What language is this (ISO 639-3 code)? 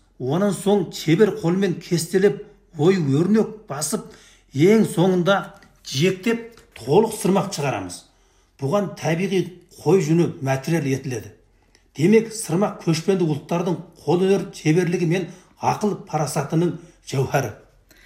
kaz